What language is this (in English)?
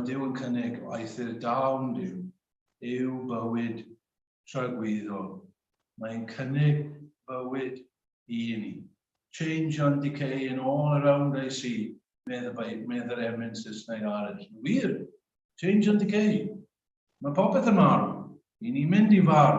Welsh